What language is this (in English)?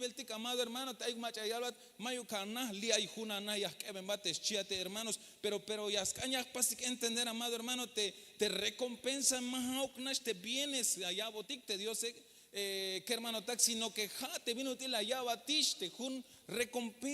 Tzeltal